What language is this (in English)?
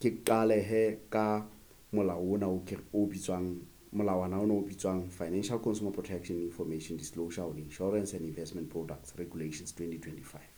Southern Sotho